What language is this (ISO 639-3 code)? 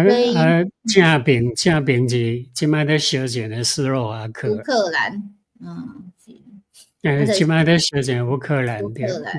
nan